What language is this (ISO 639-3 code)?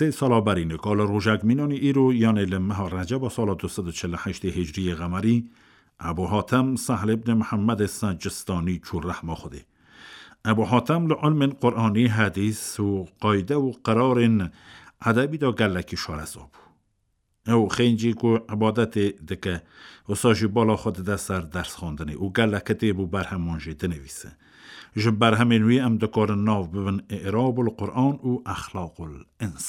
kur